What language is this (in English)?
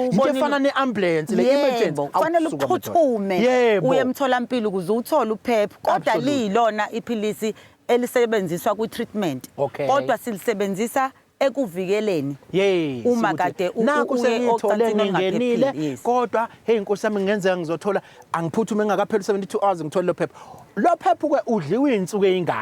Zulu